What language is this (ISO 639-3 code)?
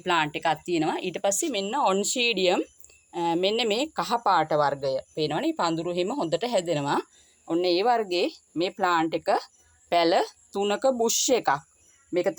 sin